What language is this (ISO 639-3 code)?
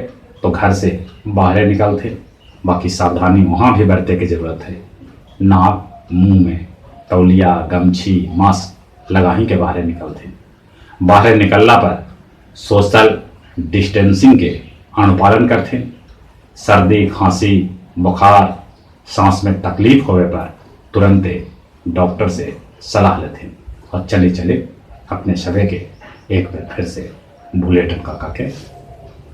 mag